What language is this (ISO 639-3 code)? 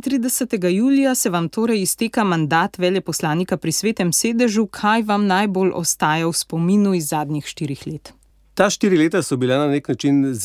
slv